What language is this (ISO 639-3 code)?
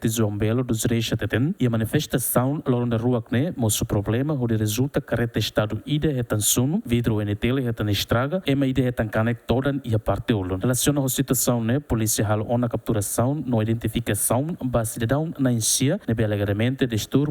tet